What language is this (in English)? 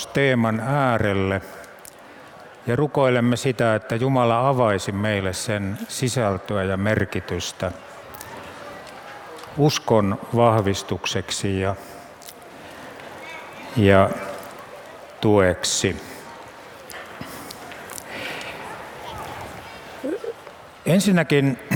Finnish